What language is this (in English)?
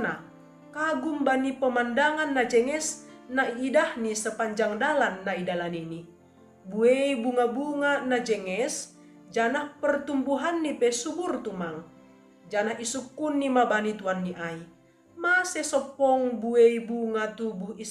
Batak Simalungun